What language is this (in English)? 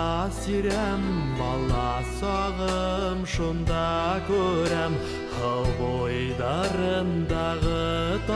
Bashkir